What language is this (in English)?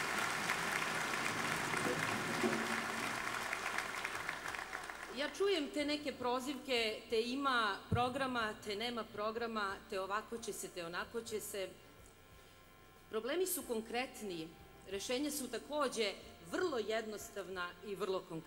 Serbian